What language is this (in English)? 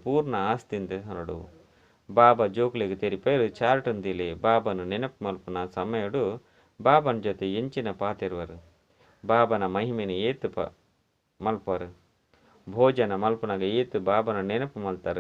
Tulu